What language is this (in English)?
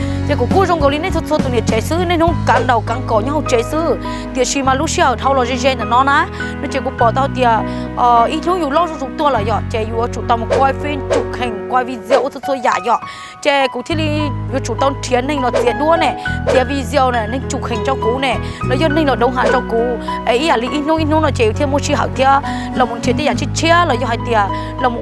Hmong